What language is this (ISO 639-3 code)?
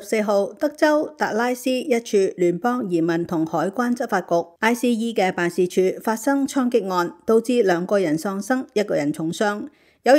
yue